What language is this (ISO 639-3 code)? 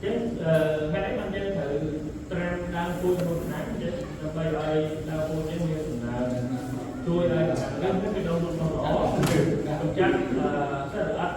khm